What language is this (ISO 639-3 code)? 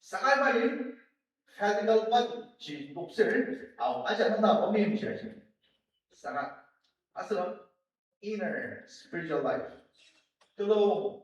njo